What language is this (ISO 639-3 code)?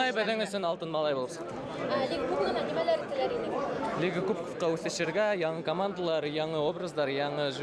bak